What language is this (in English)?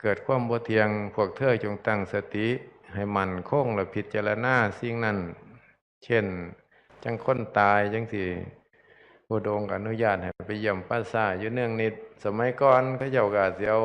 Northeastern Thai